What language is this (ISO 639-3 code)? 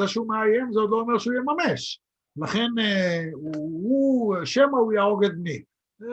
heb